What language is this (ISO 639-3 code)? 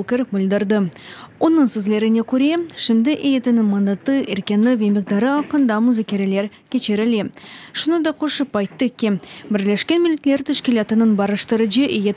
crh